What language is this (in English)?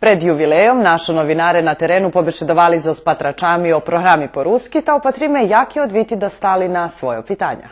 Rusyn